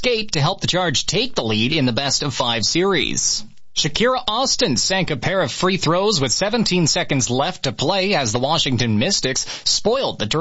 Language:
English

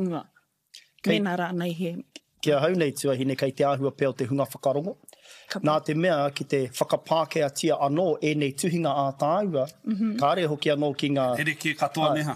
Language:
Māori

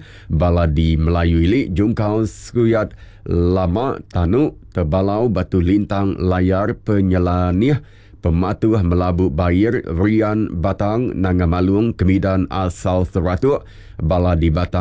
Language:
Iban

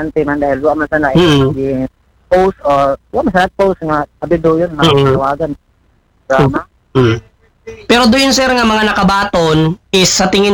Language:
Filipino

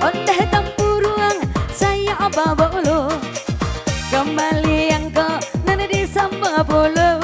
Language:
Minangkabau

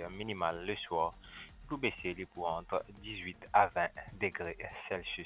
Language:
Morisyen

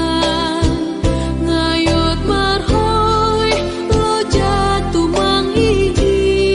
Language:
Batak Simalungun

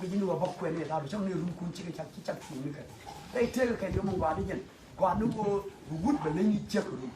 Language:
Nuer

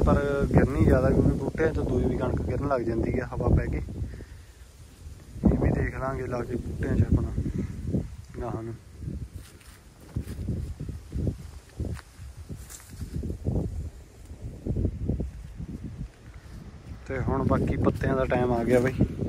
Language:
Punjabi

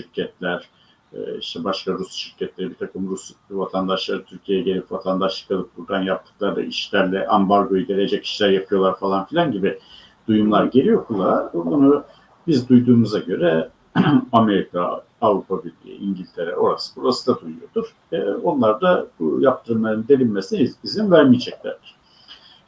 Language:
Turkish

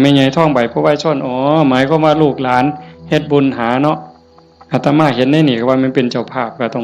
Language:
Northeastern Thai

